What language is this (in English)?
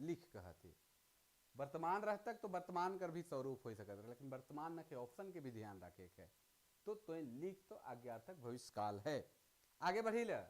Sadri